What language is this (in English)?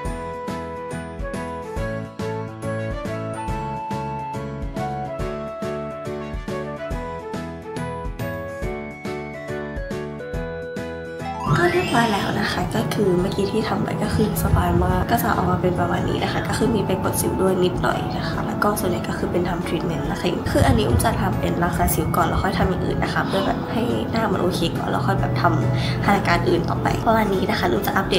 Thai